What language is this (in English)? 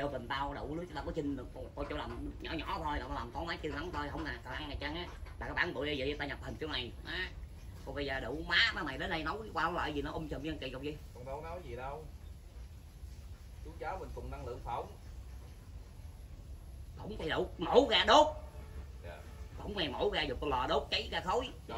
Vietnamese